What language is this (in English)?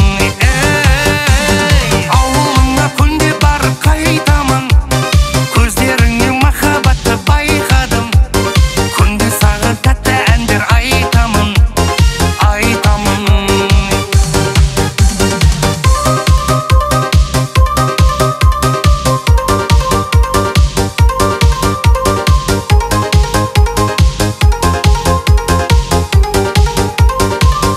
Kazakh